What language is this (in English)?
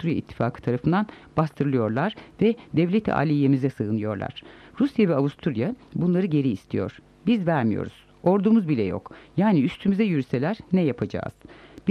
Turkish